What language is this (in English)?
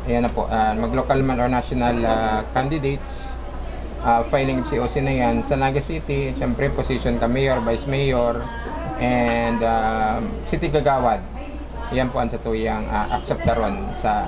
Bikol